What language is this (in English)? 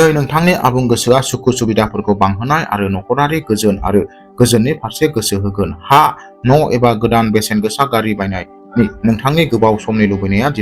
Bodo